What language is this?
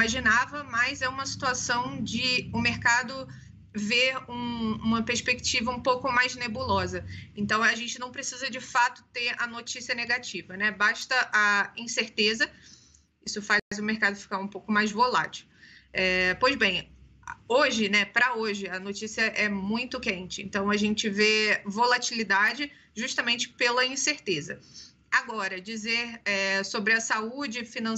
Portuguese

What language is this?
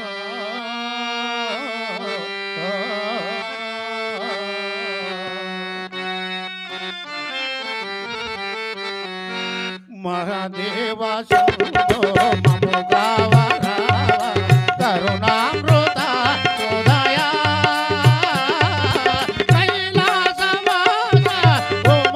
Telugu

